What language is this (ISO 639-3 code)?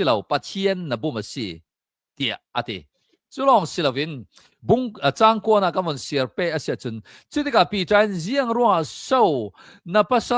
cnh